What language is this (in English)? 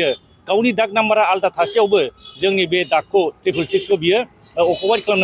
Bodo